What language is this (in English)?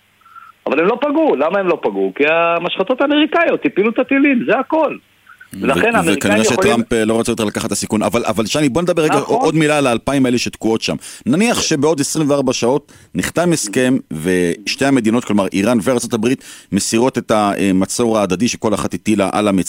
Hebrew